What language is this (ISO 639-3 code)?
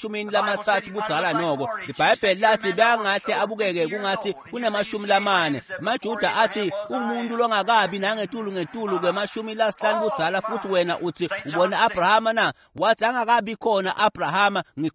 ssw